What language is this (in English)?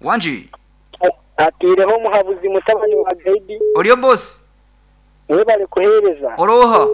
Nyankole